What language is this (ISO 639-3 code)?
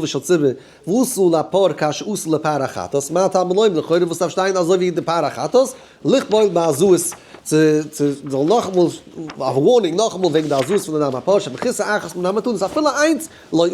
yid